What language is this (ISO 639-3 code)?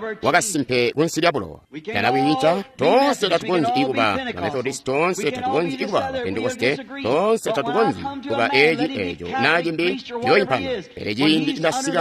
toi